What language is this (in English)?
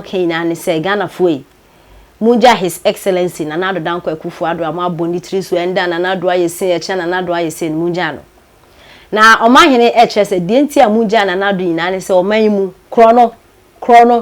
Akan